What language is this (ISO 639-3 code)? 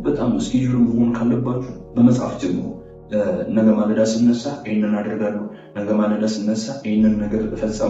amh